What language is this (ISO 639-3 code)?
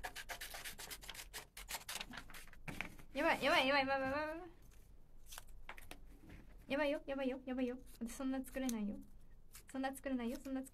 jpn